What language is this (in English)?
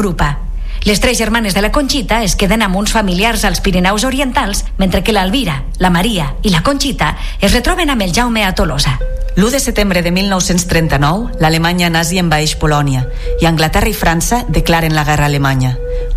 Catalan